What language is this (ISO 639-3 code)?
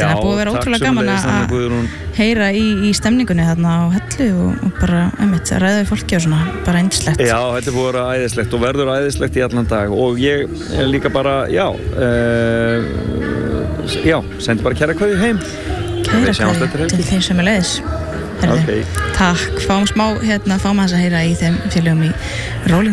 isl